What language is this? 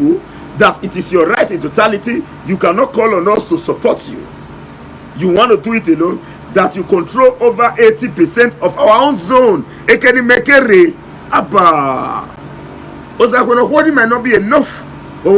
Nigerian Pidgin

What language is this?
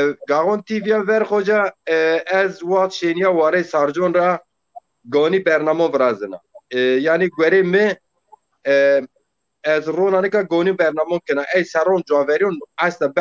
Zaza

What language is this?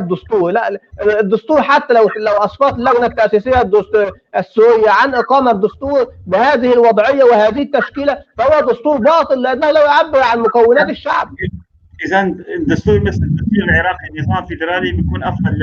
North Levantine Arabic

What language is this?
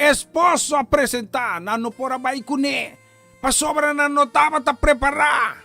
Papiamento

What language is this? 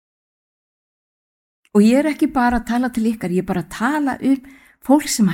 Icelandic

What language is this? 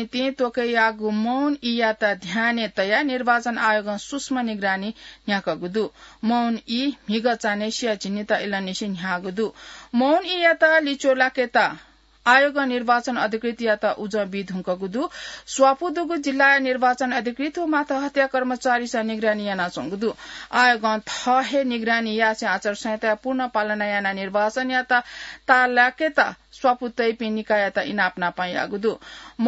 Newari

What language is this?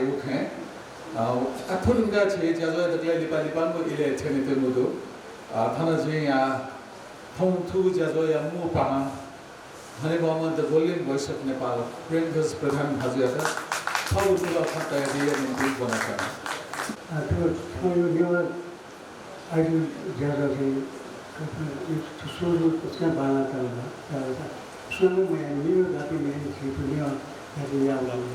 Newari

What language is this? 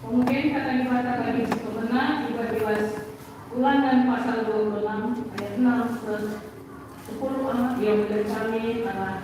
Batak Karo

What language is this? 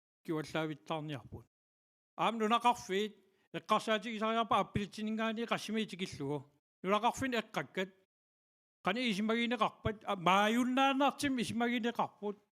Kalaallisut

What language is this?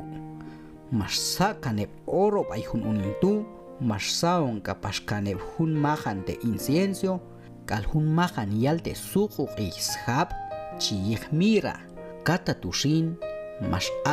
Q'anjob'al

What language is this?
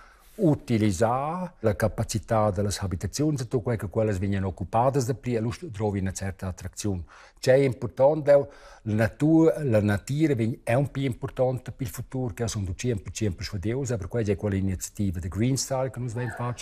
Romansh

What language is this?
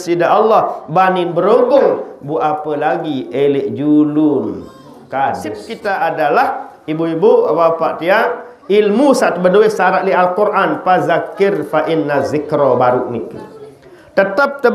Sasak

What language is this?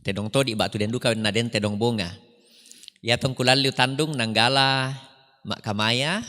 Toraja-Sa'dan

